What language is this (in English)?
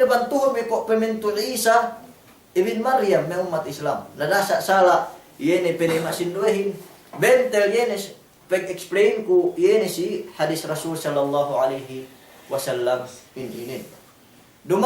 Yakan